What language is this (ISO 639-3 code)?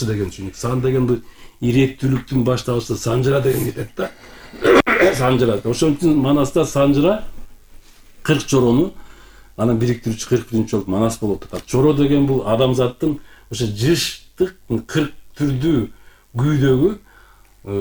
kir